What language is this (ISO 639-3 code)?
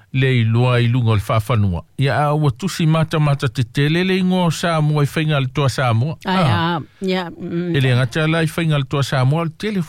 smo